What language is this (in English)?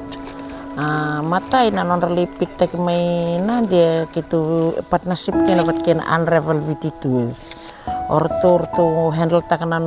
Fijian